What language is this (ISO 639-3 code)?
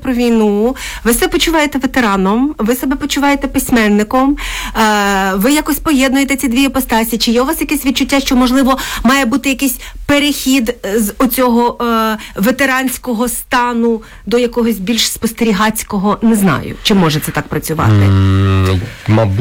ukr